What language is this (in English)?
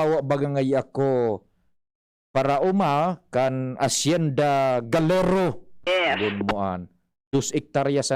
Bikol